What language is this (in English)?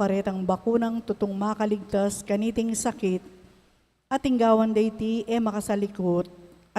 Pampanga